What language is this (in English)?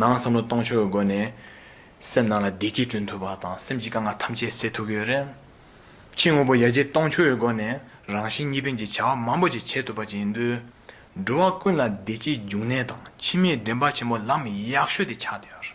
Tibetan